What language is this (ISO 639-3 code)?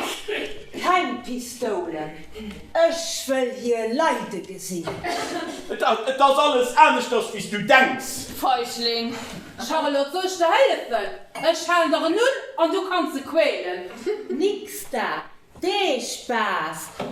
ltz